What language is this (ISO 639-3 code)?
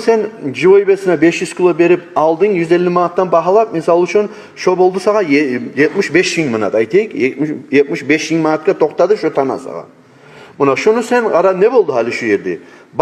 kum